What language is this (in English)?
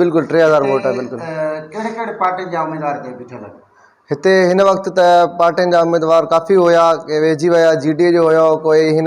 Sindhi